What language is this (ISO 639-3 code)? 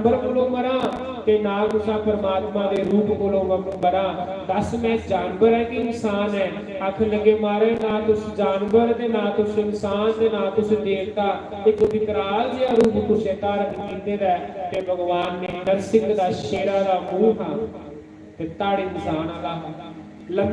doi